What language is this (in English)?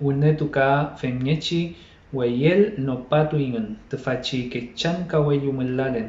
Mapuche